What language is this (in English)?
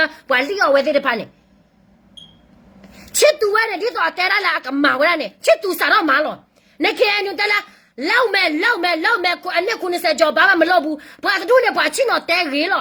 S'gaw Karen